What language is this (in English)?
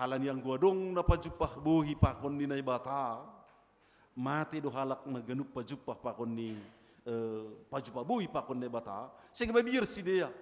Batak Simalungun